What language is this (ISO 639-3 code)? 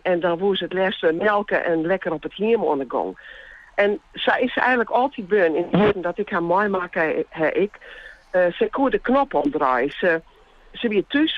fry